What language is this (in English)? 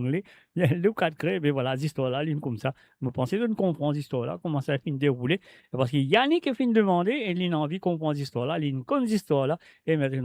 Morisyen